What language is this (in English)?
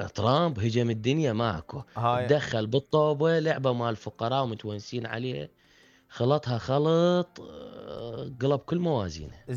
Mesopotamian Arabic